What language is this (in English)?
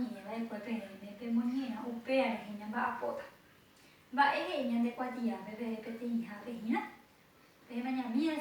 Guarani